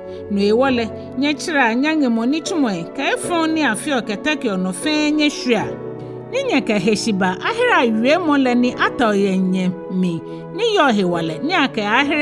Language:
Ga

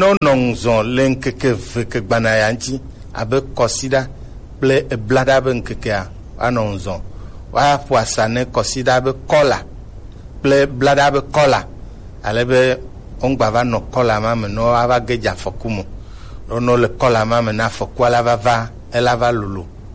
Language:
Gen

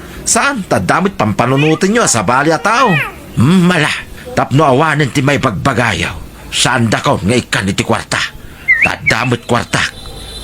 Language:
Iloko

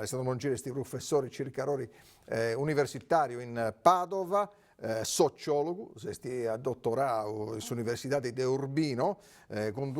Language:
Sardinian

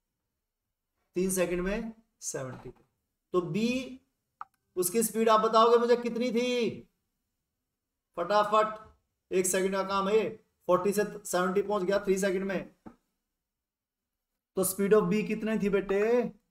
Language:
Hindi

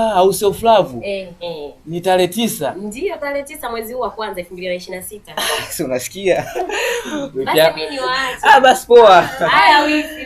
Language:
Swahili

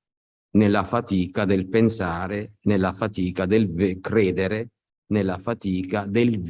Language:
Italian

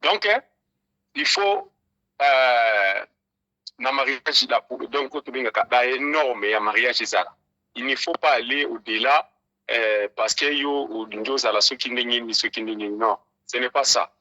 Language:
Lingala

